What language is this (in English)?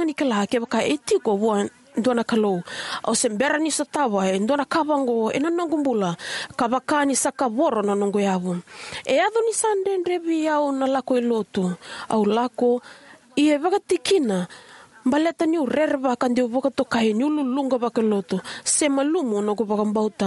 Fijian